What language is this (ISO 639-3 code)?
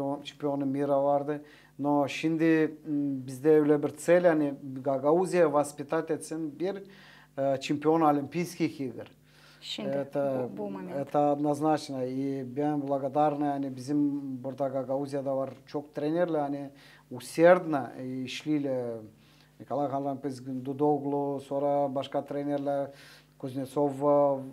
gag